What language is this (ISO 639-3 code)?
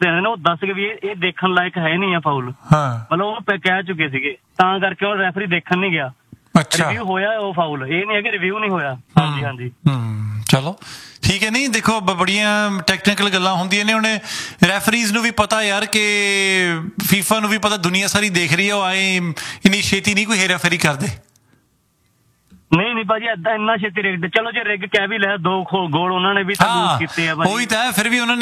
pan